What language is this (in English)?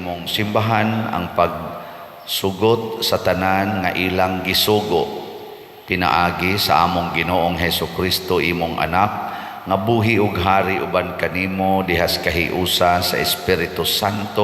Cebuano